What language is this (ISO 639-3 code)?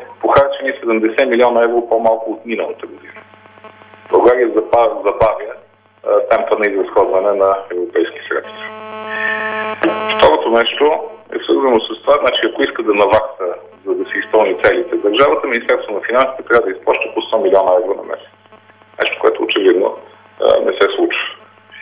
bul